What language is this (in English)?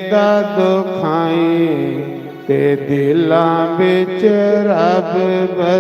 Dogri